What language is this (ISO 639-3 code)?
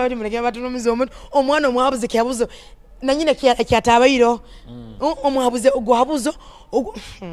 nyo